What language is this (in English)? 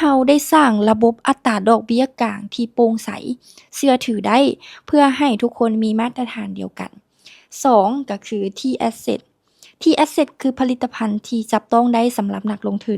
Lao